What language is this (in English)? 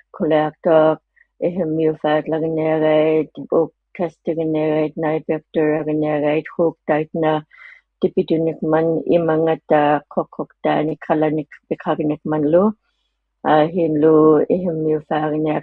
Inuktitut